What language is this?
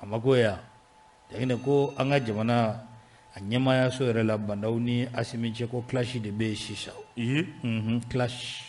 Bambara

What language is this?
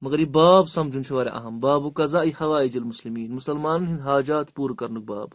Kashmiri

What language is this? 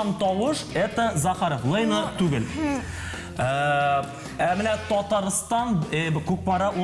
Tatar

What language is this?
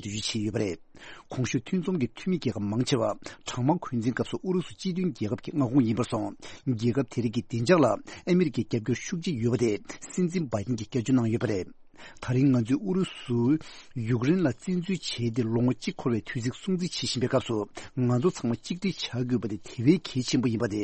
Tibetan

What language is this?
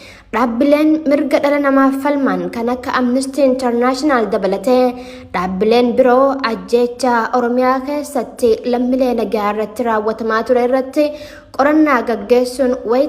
Oromo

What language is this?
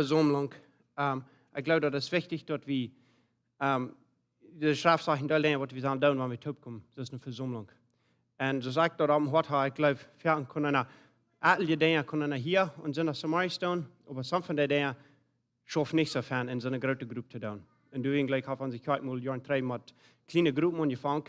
Plautdietsch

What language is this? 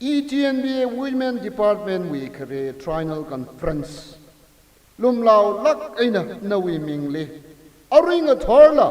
Tangkhul Naga (India)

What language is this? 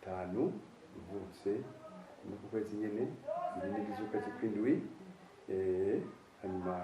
Rundi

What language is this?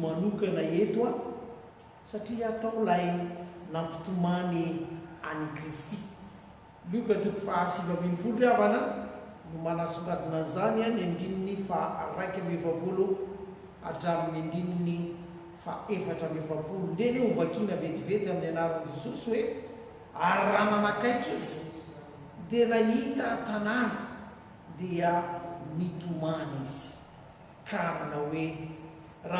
Malagasy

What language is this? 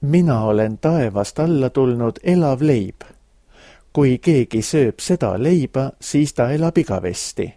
Estonian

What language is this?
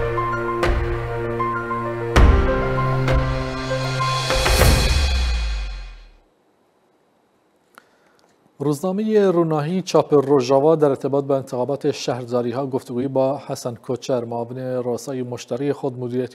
Persian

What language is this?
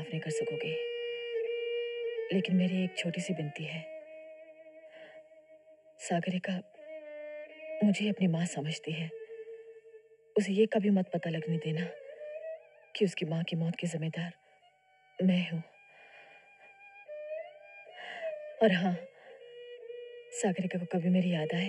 Hindi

